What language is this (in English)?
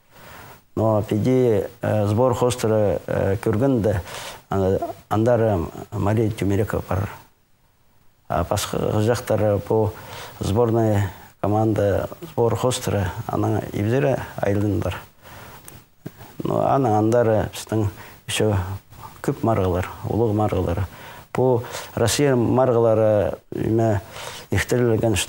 Khakas